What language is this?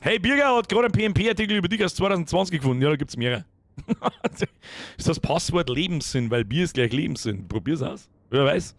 Bavarian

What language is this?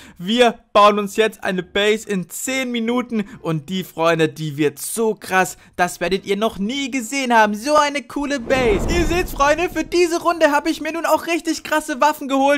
German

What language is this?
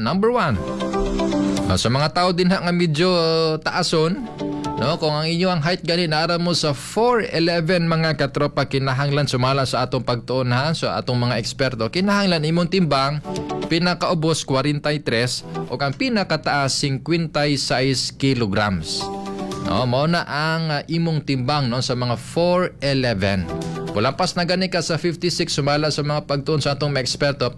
Cebuano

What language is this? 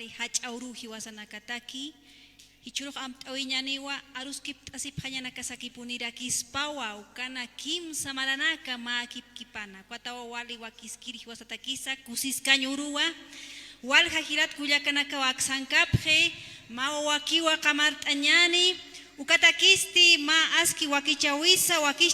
Aymara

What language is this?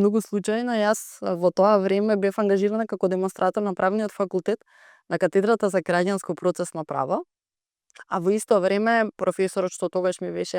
Macedonian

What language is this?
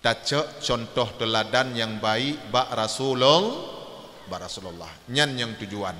Achinese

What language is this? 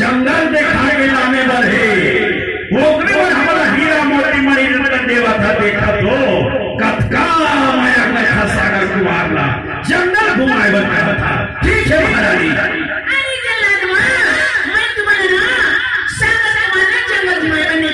Chhattisgarhi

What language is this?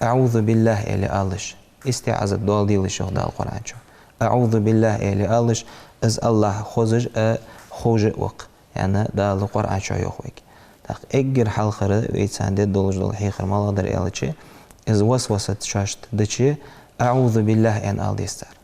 Ingush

